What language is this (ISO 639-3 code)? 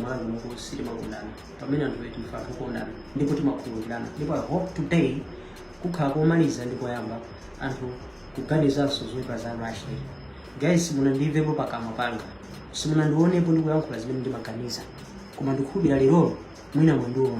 nya